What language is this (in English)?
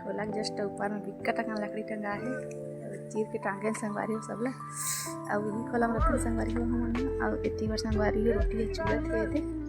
Chhattisgarhi